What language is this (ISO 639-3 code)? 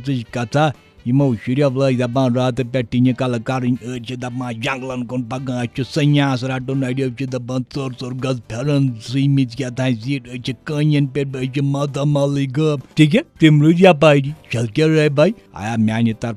kas